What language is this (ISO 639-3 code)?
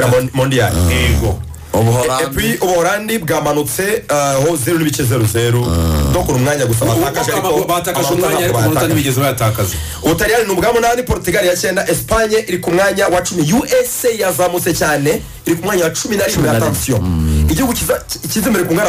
kin